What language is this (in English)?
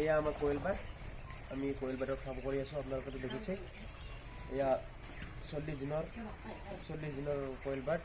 Assamese